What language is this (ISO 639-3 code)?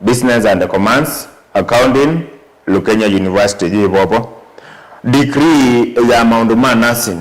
kam